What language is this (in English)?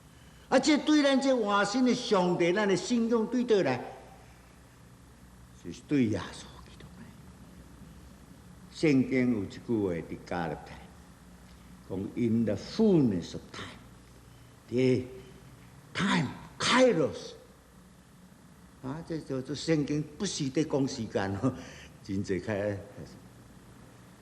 Min Nan Chinese